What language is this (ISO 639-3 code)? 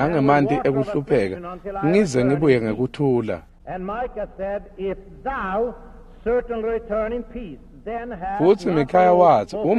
ssw